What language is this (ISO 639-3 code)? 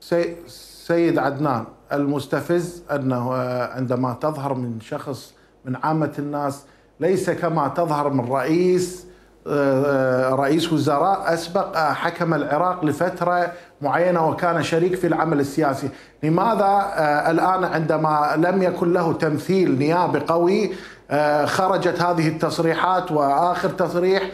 acm